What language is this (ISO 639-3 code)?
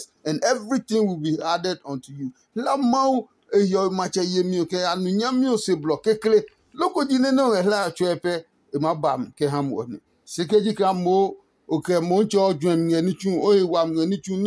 ada